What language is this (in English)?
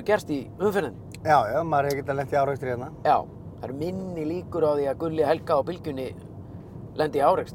Icelandic